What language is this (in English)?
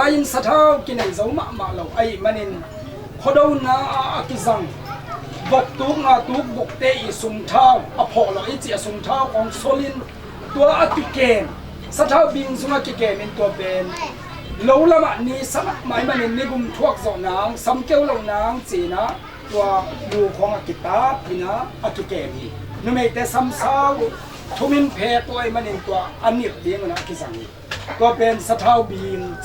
Tedim Chin